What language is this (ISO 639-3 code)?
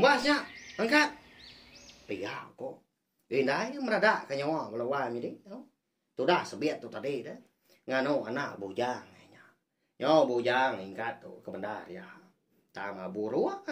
iba